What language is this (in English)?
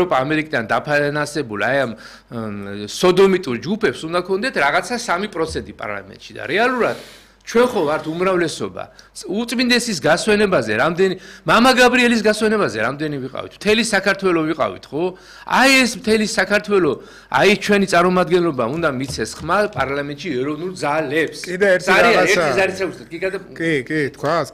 Georgian